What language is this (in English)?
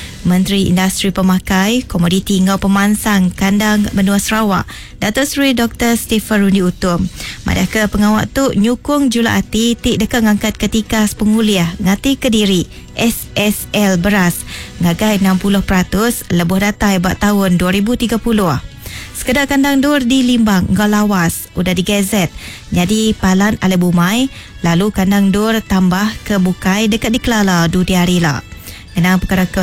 Iban